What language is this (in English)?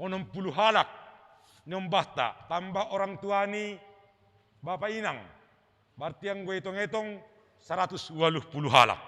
Batak Simalungun